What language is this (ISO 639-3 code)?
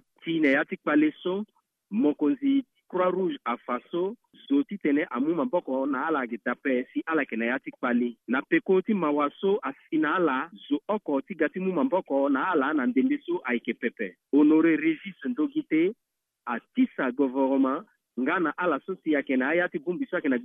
sag